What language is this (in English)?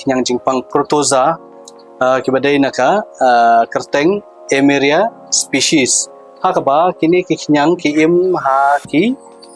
Khasi